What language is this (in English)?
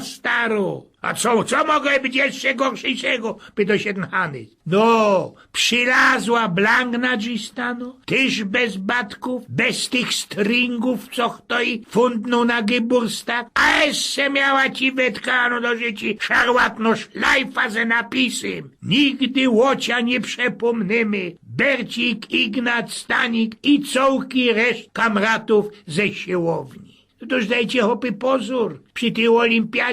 Silesian